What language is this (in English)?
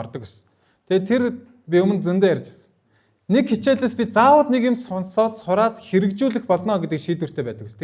Mongolian